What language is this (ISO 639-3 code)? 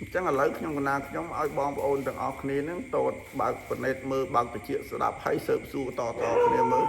khm